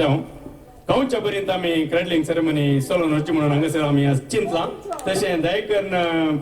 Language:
Konkani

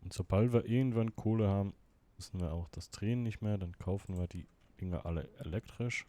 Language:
Swiss German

